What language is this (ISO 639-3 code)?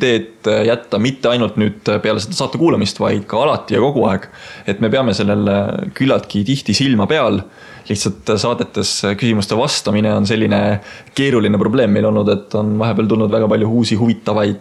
est